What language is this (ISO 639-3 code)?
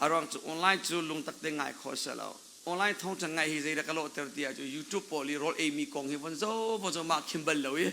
cnh